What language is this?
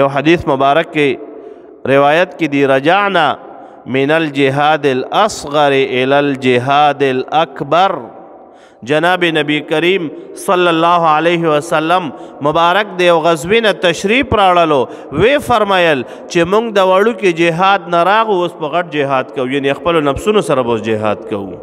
Pashto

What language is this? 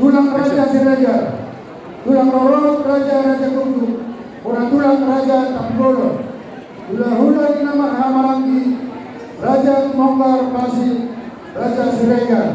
Batak Toba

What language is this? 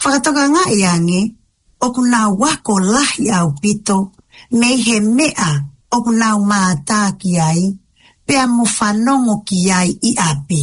Tongan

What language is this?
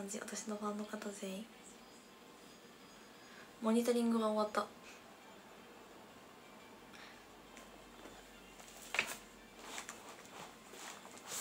Japanese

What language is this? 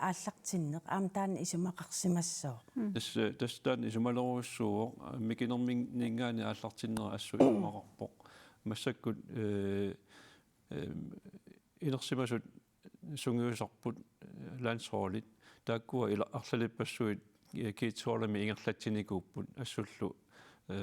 Kalaallisut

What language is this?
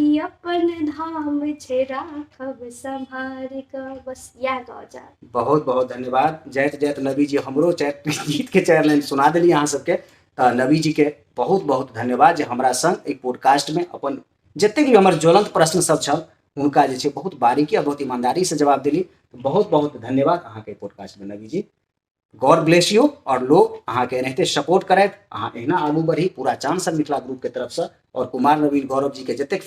Maithili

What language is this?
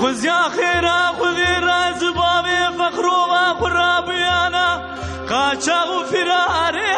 Kurdish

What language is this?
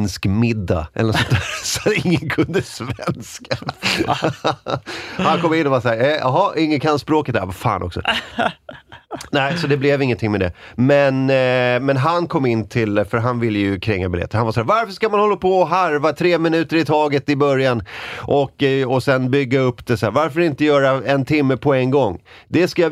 Swedish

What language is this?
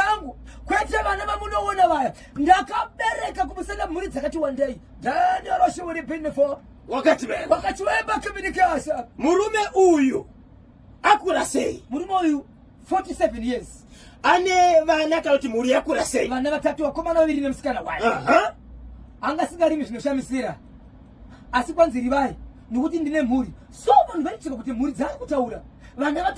Shona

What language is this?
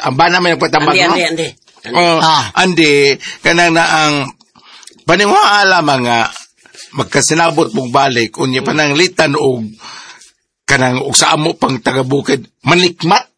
Cebuano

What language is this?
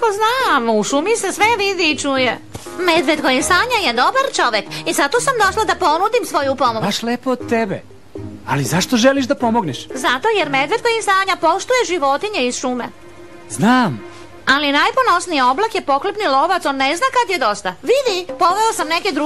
Serbian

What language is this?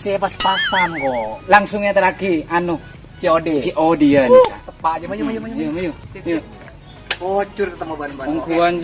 Madurese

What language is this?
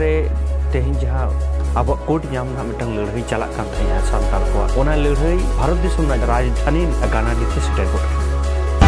Santali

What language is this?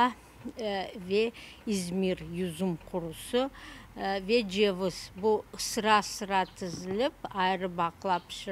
Crimean Tatar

